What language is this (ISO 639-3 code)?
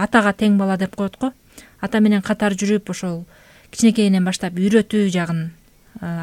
kir